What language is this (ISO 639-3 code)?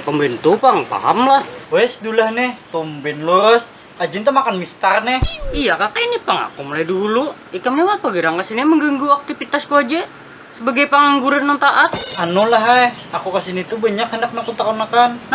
bjn